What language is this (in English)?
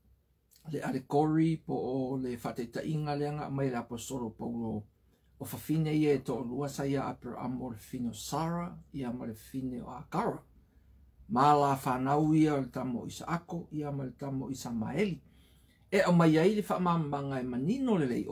Samoan